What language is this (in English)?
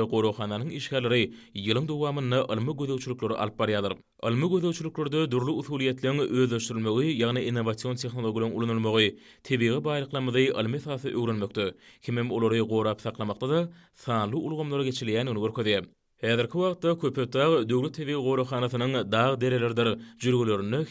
Turkmen